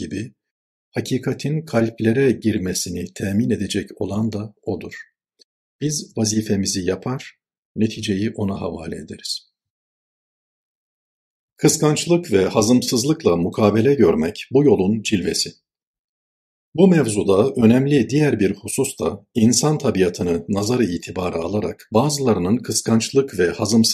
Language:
Turkish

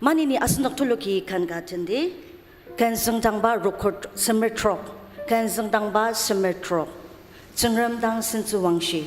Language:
Ao Naga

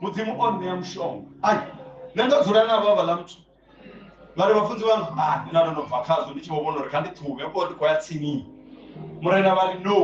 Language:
Venda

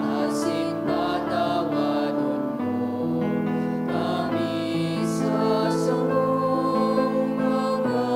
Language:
Bikol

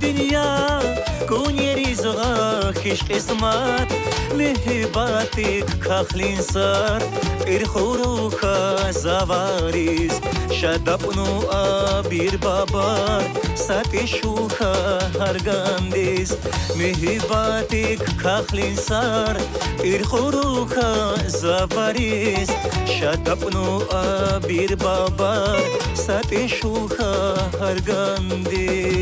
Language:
Tabassaran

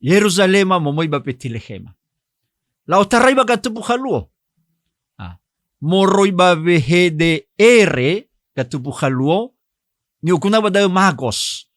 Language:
Nias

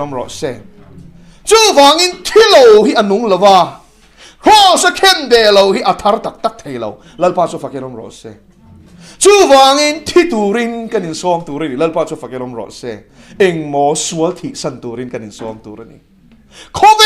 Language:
Mizo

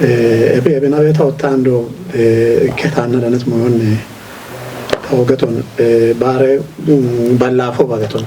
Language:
Kafa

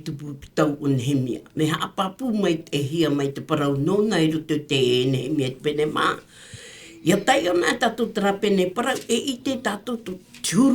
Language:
Tahitian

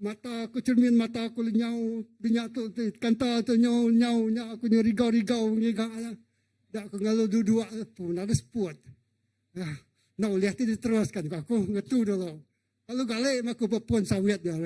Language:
Iban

